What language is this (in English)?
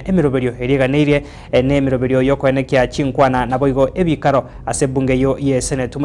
Gusii